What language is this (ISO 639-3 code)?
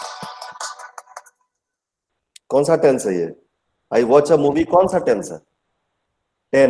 hin